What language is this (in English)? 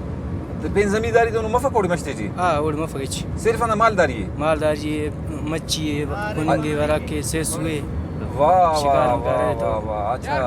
Brahui